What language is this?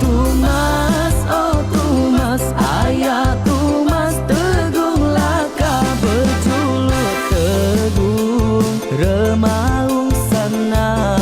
Iban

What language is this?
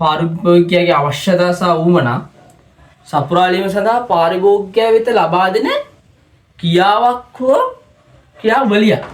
Sinhala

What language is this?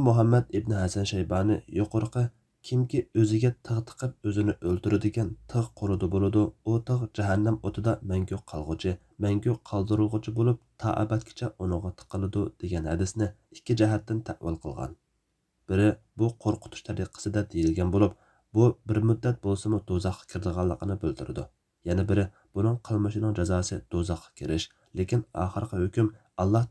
Uyghur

